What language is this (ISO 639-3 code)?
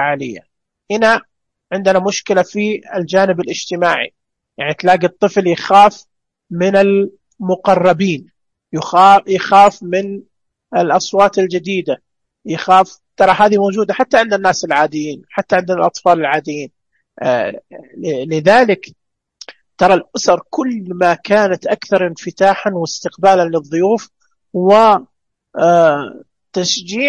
ars